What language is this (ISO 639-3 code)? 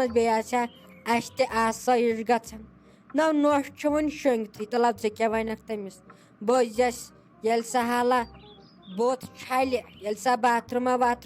kas